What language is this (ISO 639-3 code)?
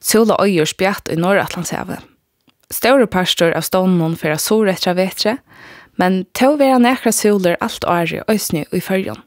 fao